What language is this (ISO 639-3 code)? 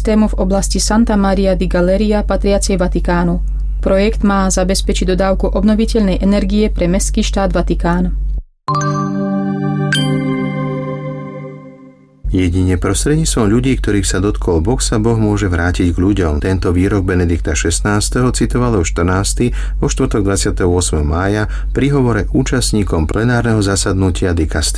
slk